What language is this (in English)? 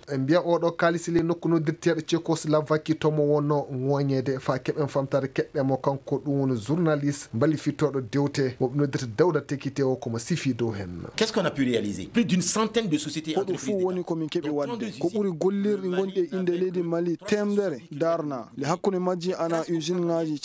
Fula